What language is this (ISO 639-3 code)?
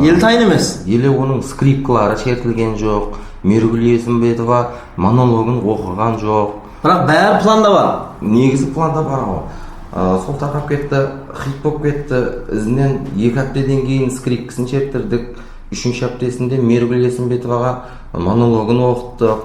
kaa